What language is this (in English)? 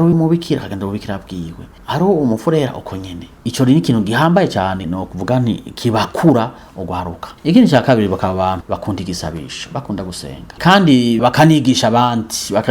Rundi